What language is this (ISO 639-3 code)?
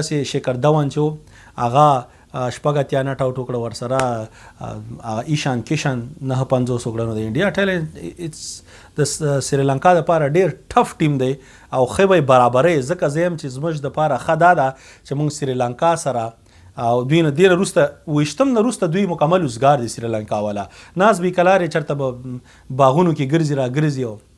pus